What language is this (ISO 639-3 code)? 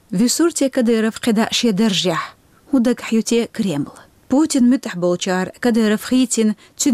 che